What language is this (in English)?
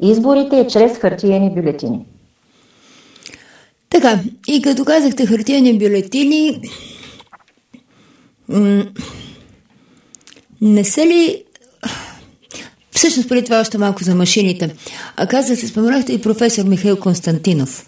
Bulgarian